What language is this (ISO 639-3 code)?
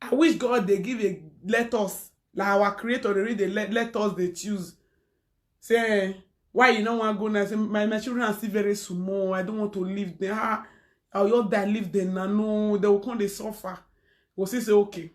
pcm